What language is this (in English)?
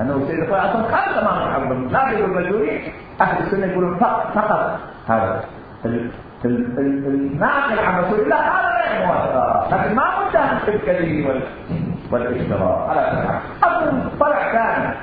Mesopotamian Arabic